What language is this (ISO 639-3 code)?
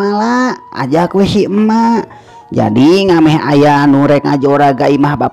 sun